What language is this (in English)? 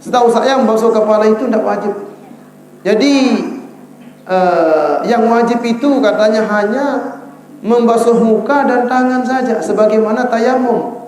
Sasak